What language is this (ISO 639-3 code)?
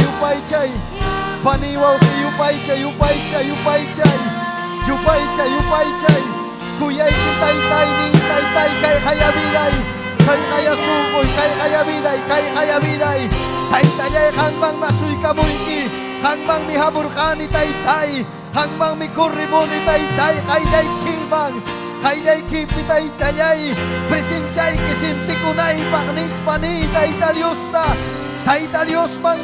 quy